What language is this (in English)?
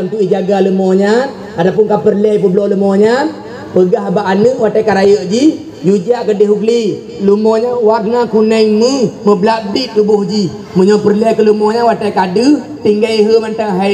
Achinese